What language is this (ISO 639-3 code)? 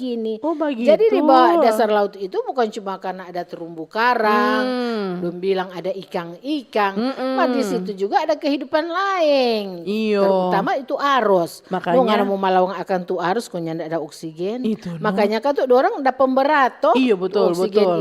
xmm